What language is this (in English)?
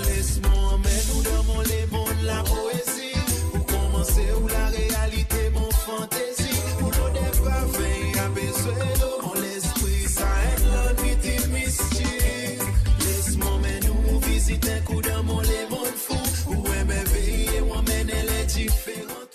Morisyen